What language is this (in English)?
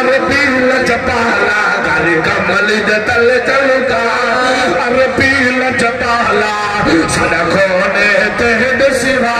Saraiki